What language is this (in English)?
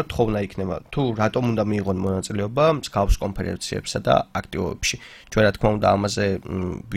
Georgian